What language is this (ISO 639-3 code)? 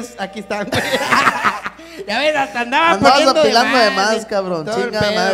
spa